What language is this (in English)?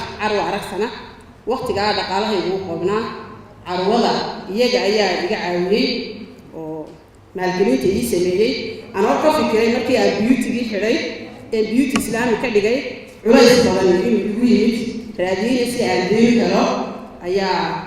Somali